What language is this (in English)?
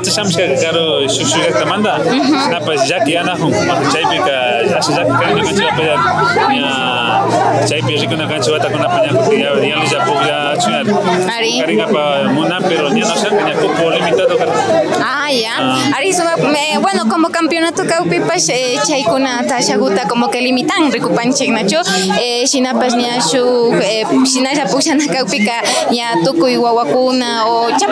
Imbabura Highland Quichua